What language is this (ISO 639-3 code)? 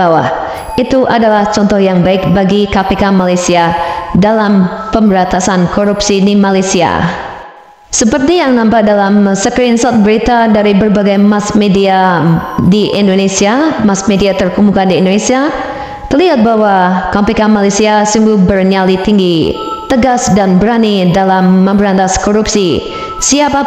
ind